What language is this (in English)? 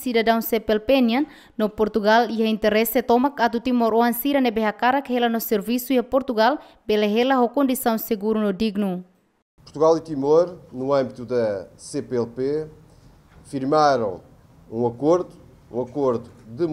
Tetum